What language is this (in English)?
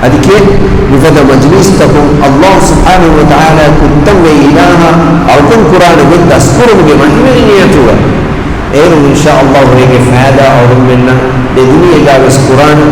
Divehi